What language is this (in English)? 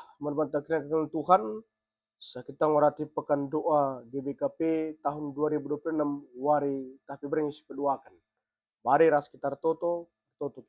Batak Karo